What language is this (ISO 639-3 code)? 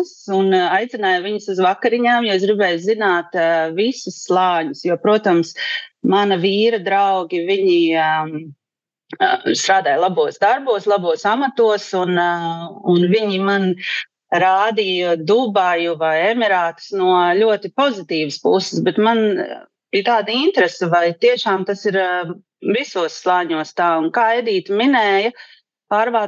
lav